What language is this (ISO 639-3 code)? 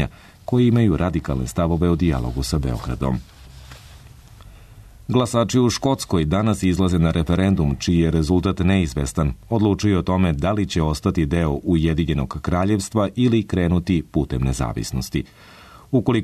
srp